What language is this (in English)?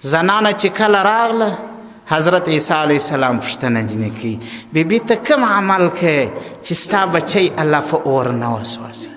Pashto